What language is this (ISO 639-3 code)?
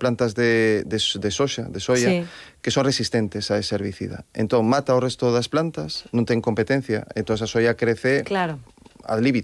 glg